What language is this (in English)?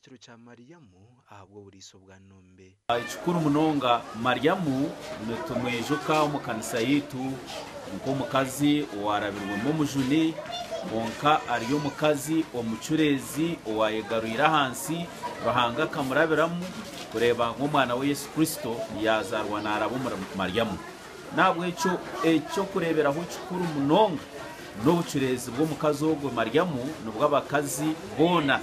Nyankole